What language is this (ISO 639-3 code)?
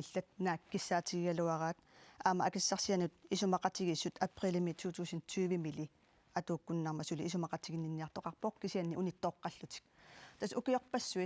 kal